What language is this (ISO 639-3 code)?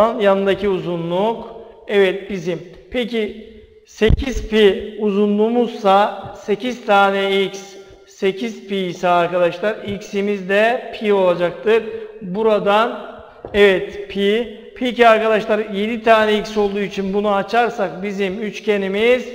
tur